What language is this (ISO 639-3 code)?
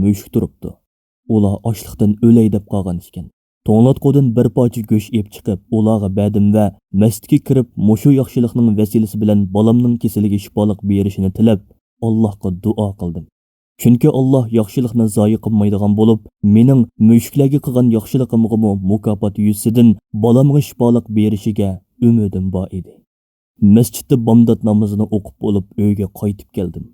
uig